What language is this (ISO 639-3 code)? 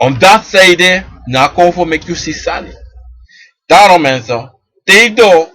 srn